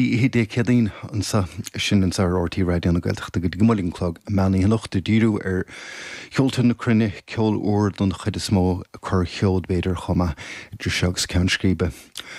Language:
Irish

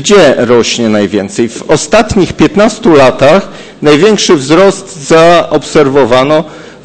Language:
Polish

